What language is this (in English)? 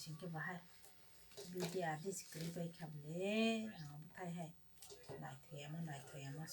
Kok Borok